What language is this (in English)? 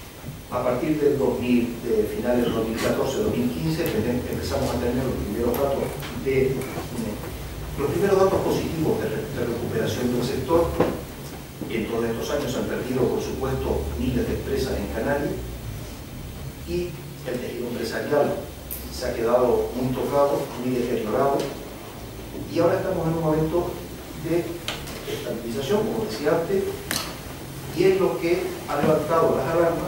Spanish